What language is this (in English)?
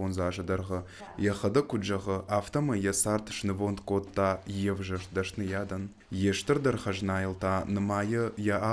Ossetic